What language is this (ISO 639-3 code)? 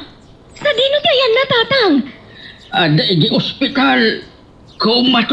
ilo